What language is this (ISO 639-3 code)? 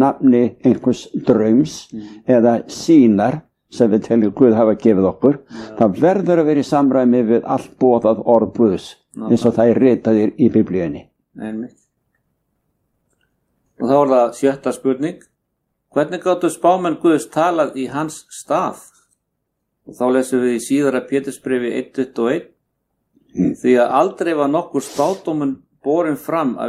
isl